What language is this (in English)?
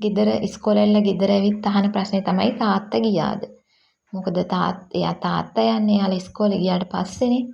Sinhala